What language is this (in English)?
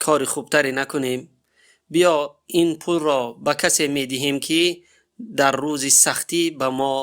Tajik